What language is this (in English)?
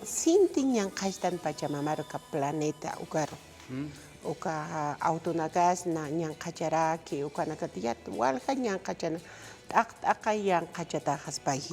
Aymara